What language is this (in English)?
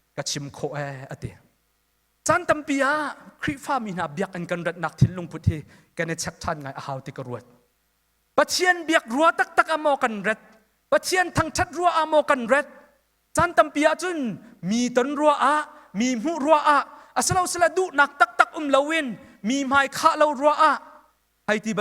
Hakha Chin